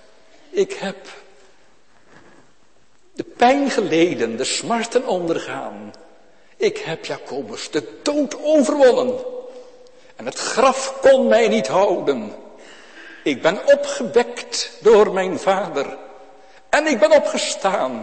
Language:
Dutch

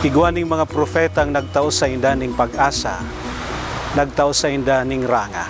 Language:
Bikol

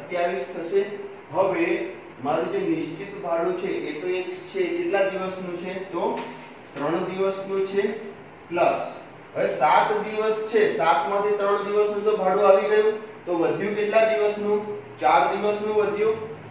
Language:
Gujarati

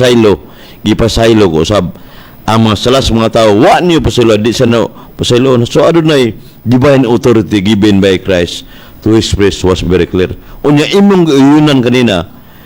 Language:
Cebuano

